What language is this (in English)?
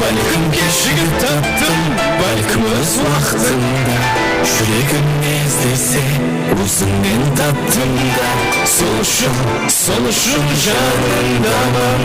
Kara-Kalpak